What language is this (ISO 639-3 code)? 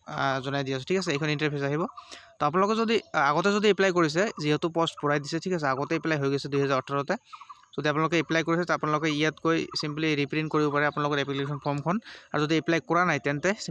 asm